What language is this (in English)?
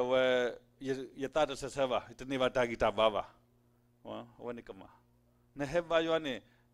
S'gaw Karen